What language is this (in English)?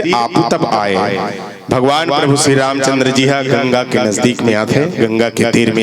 Chhattisgarhi